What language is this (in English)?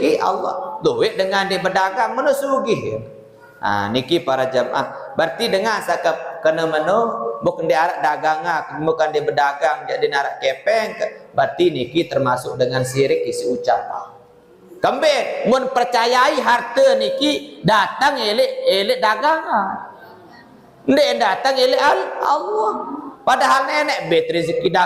Sasak